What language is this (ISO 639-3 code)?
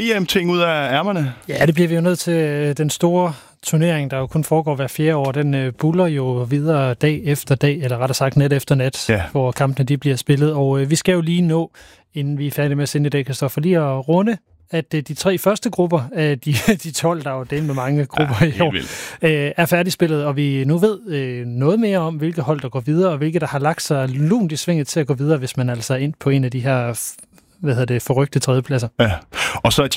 dan